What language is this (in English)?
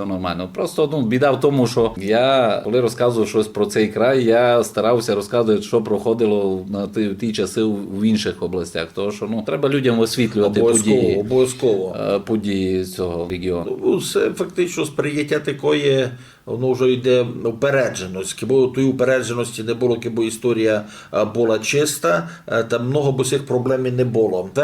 Rusyn